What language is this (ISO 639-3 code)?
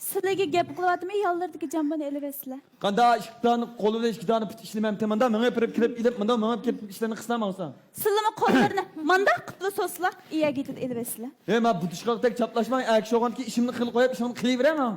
uig